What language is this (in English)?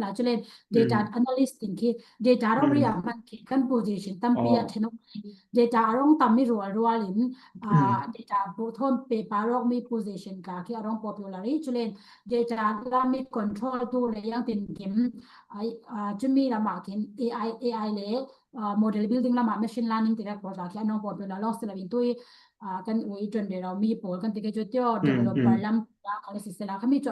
Falam Chin